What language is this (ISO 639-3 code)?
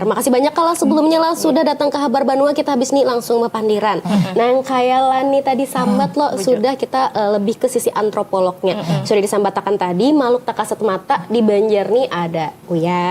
bjn